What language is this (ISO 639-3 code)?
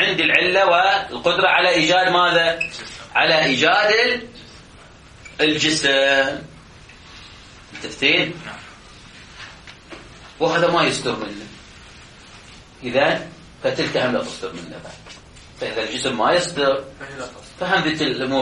ara